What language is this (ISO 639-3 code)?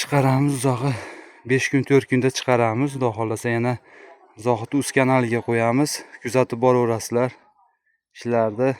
uzb